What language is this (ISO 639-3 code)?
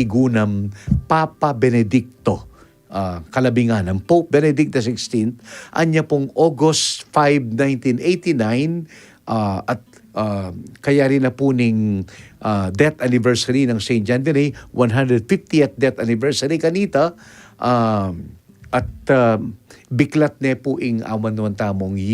pam